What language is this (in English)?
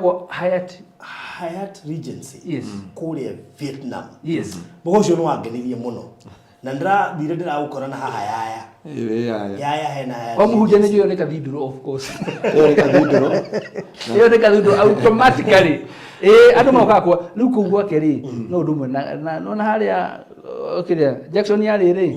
Kikuyu